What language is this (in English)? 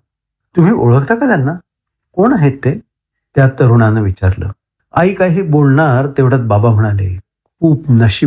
Marathi